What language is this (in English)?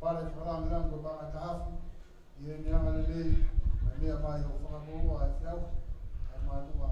Tongan